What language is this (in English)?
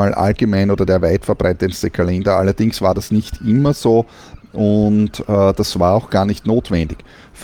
German